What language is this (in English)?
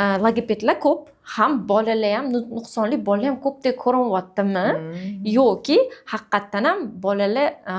Uzbek